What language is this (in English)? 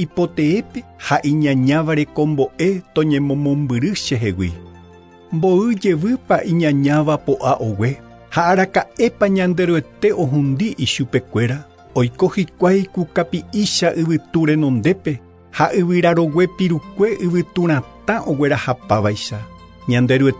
Guarani